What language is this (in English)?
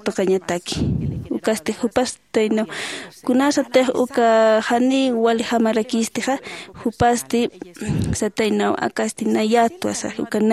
Aymara